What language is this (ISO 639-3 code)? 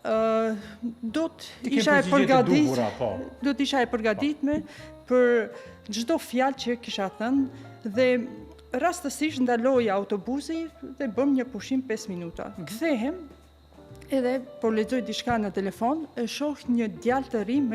sqi